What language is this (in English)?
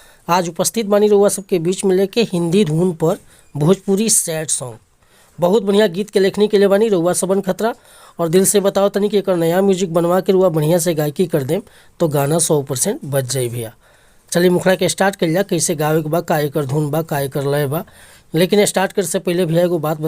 Bhojpuri